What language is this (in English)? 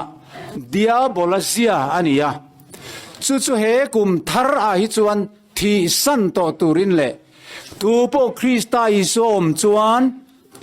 Mizo